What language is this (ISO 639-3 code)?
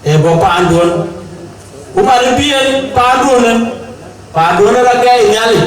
din